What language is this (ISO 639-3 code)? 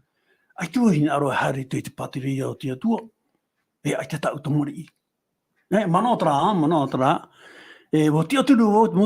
tah